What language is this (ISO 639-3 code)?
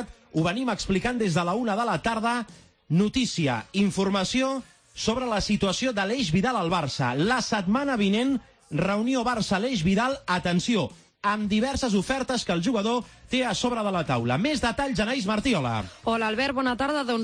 cat